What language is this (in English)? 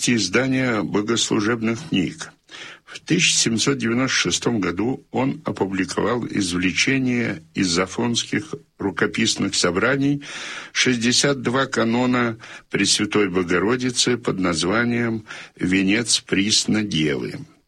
Russian